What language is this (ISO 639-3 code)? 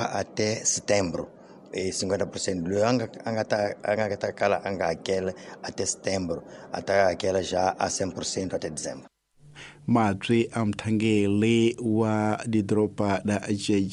tso